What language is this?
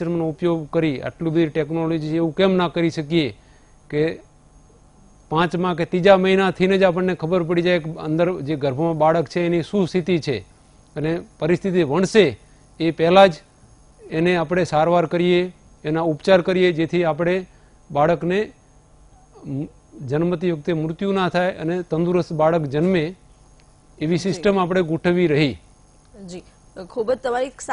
Gujarati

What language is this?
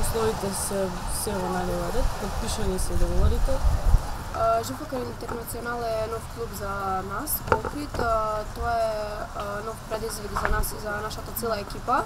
Macedonian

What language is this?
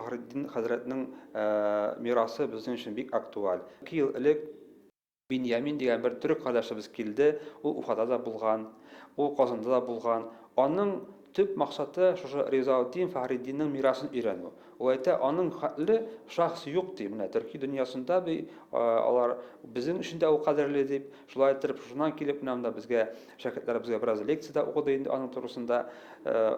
Bashkir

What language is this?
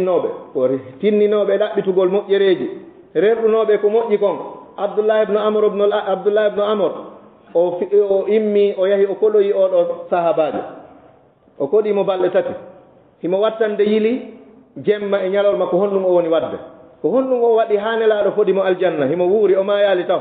Fula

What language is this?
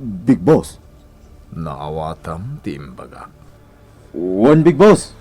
Iloko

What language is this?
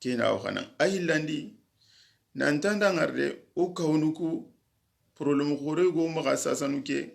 Soninke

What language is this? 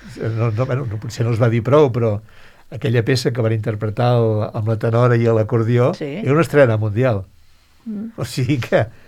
Catalan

